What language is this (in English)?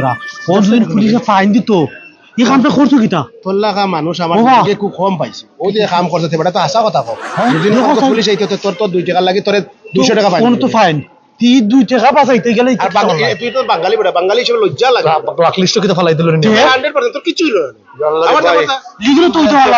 Sylheti